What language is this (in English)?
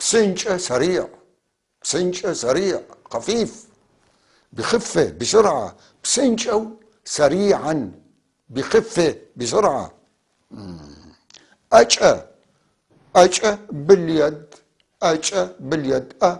North Levantine Arabic